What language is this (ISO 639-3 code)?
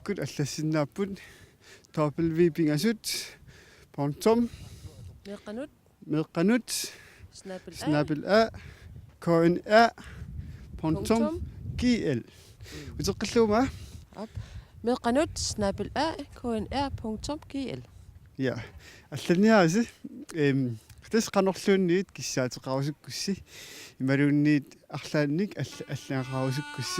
kal